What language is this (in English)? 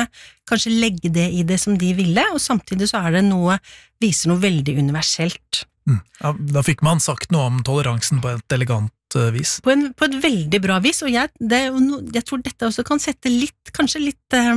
Norwegian